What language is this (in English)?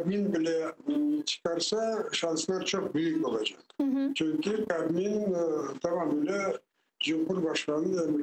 Crimean Tatar